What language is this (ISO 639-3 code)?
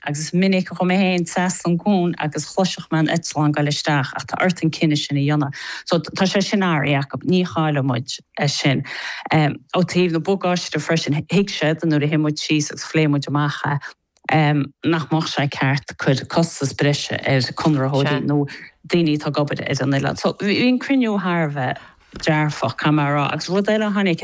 gle